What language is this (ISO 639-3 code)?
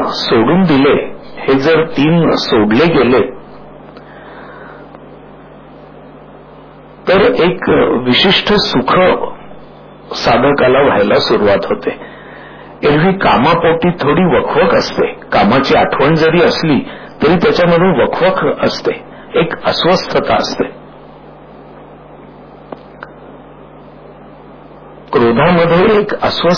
mar